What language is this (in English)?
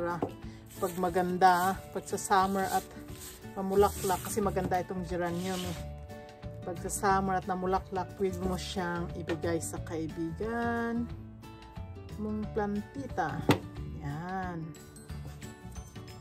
Filipino